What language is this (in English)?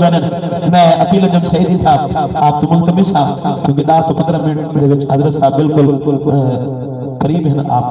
Saraiki